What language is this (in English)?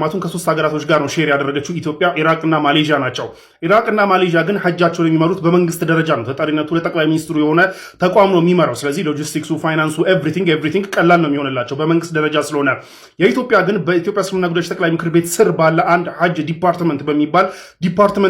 Amharic